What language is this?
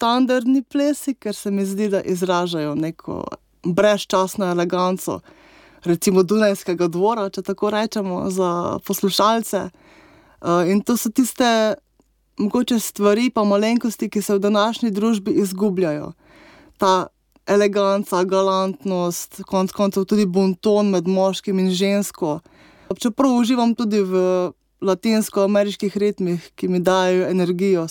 Slovenian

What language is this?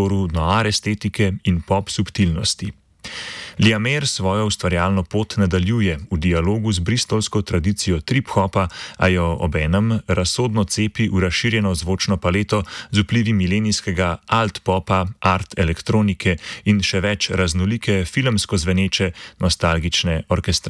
Slovenian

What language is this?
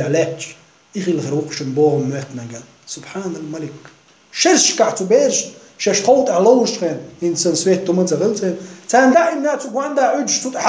Chechen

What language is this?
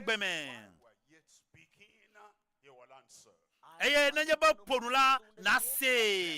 Ewe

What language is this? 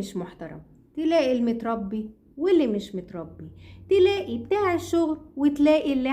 Egyptian Arabic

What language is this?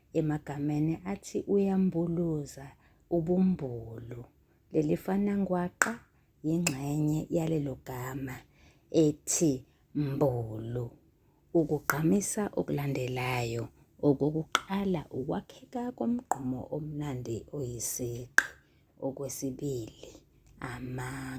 Zulu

